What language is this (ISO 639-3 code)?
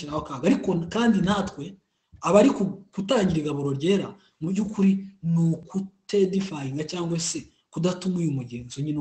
kin